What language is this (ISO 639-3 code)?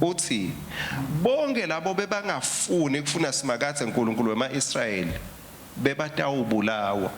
ssw